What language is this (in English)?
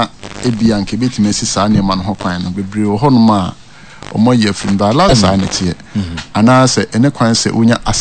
Akan